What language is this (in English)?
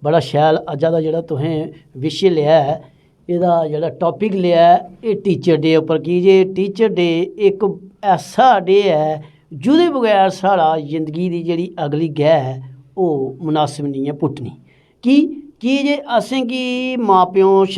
Dogri